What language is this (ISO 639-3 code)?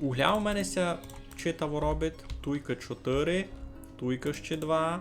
rue